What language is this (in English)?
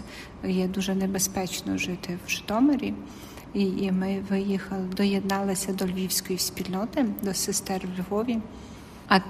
Ukrainian